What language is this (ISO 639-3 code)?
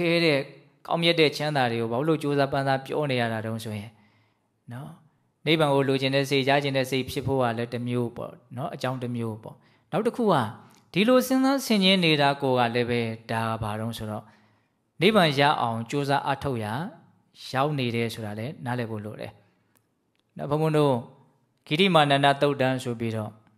mya